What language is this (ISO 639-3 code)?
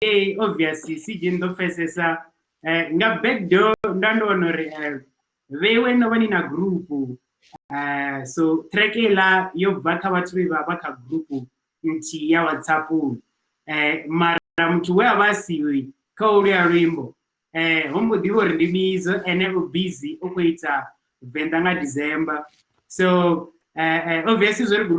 ven